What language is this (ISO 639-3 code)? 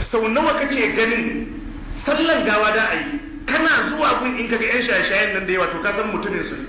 hau